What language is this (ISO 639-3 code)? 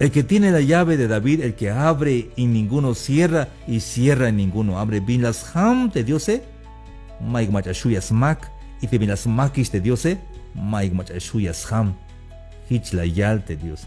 tzh